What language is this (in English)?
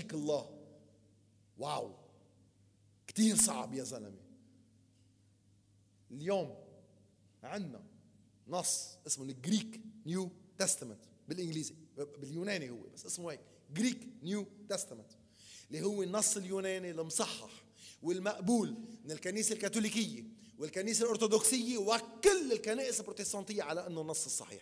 North Levantine Arabic